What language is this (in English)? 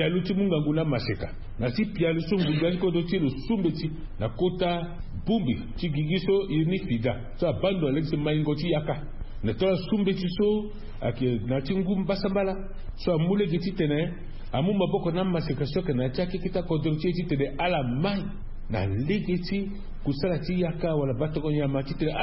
Sango